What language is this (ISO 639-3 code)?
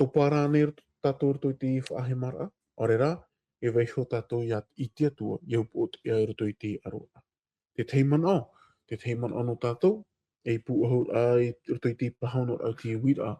tah